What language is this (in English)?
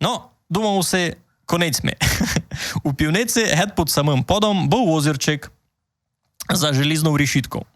Rusyn